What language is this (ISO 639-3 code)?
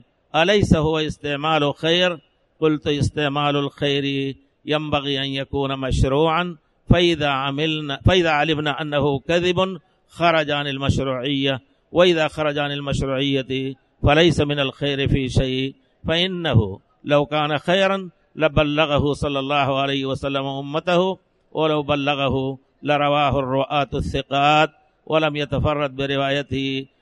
ara